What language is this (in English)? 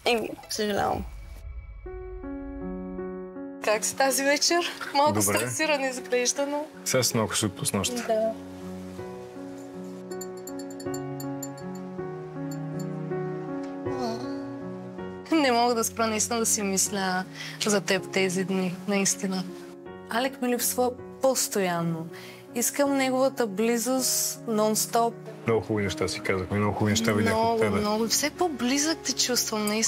Bulgarian